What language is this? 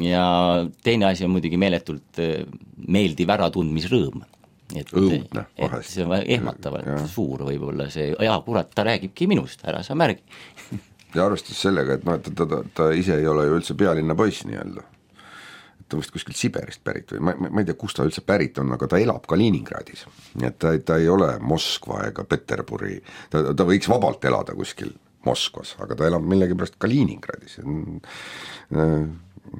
Estonian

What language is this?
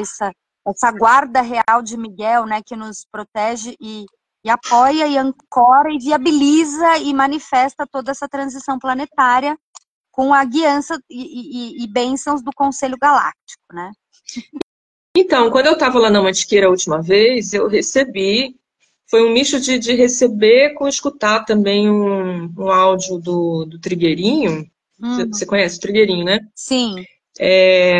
Portuguese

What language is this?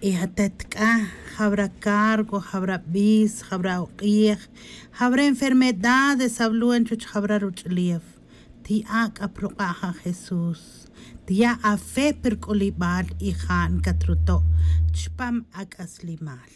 Tz'utujil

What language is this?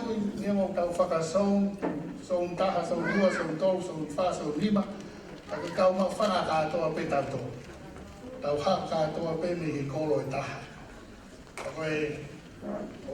Tongan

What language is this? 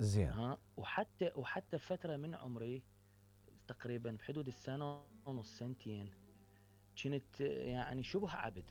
Mesopotamian Arabic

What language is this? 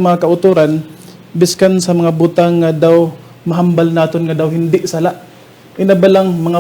Hiligaynon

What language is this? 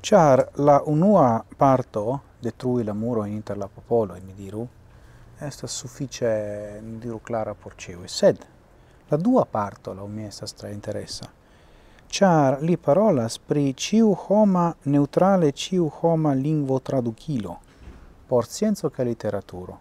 Esperanto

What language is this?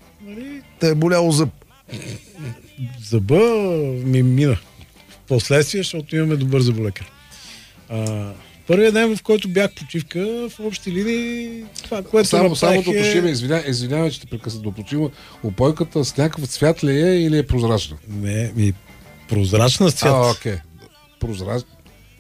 Bulgarian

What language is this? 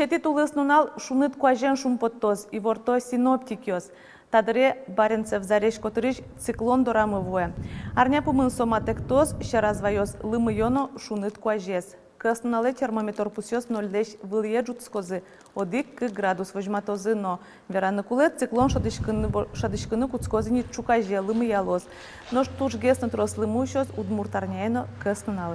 Udmurt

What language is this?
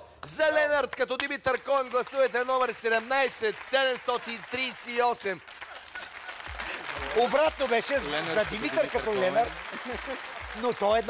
Bulgarian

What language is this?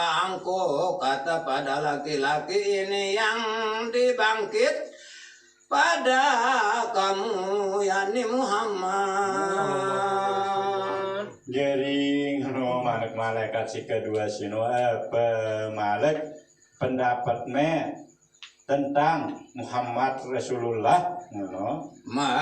Sasak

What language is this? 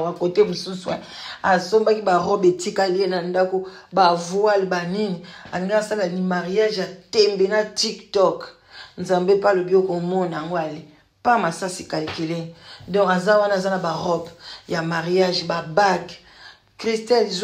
Lingala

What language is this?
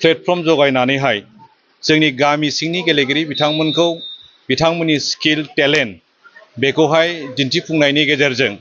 Bodo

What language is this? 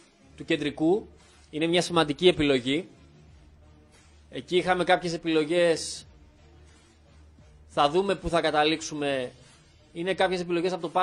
Greek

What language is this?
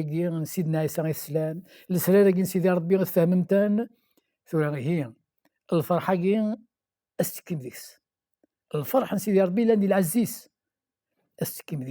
Kabyle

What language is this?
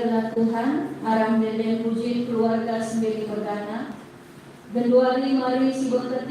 Batak Karo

